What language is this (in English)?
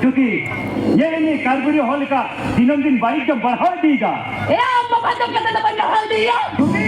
Santali